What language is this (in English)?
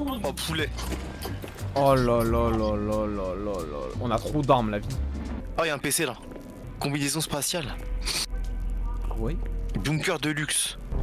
French